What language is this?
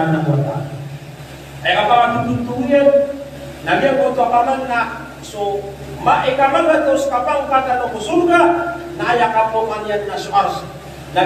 Maranao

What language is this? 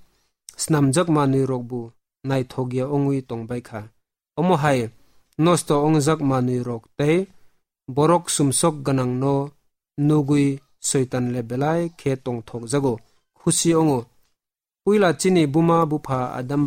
Kok Borok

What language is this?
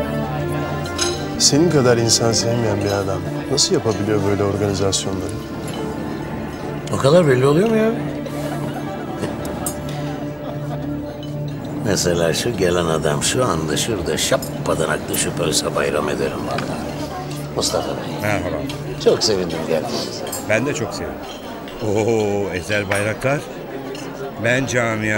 Turkish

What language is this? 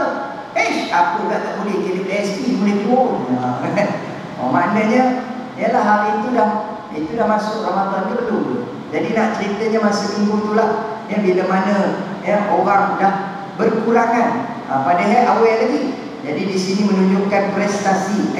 Malay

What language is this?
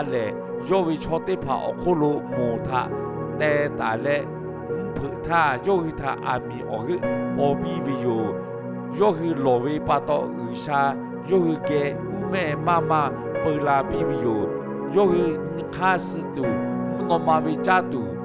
Lahu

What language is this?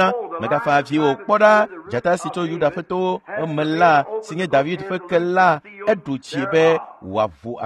Ewe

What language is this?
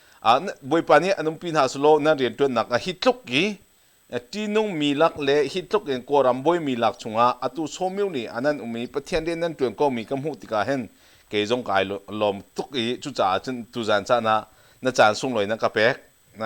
Hakha Chin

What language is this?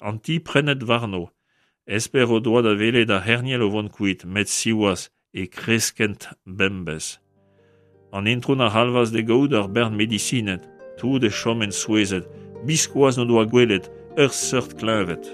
Breton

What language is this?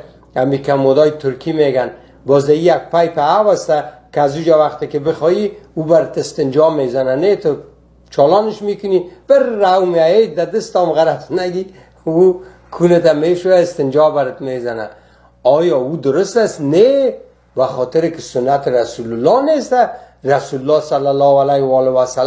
Persian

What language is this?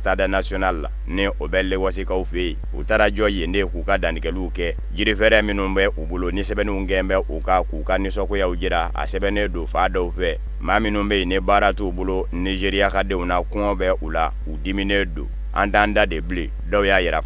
Bambara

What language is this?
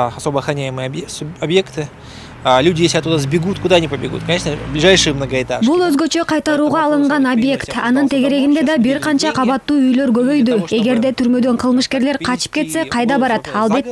Kyrgyz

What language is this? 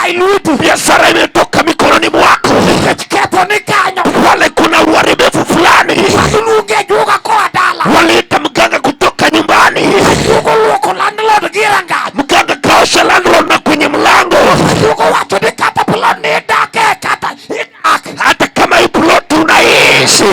Luo (Kenya and Tanzania)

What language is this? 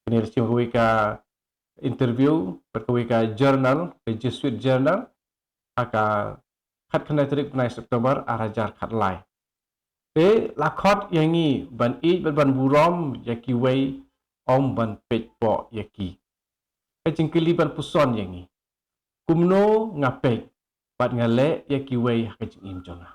Khasi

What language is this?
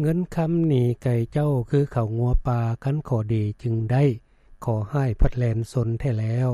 Lao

